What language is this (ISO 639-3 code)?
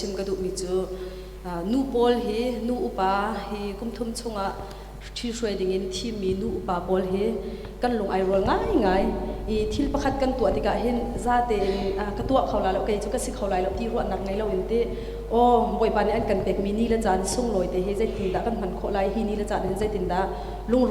cnh